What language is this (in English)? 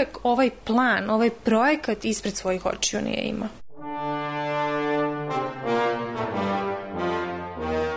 Serbian